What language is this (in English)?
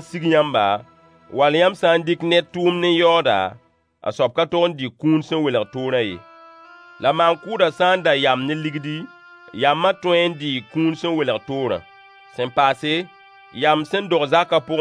Mossi